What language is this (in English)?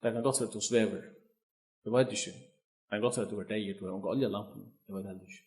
Faroese